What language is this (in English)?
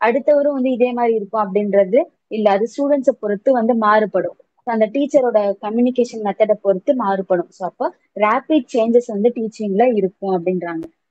Tamil